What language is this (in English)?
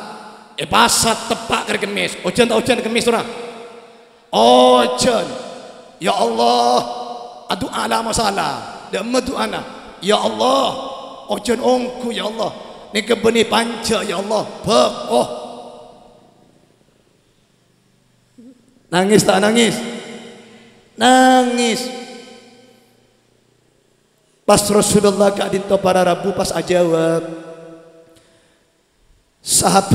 Madurese